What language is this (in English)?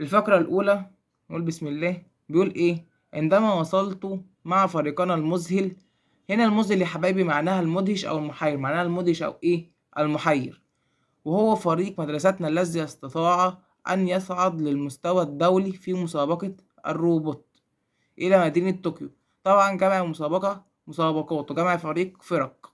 Egyptian Arabic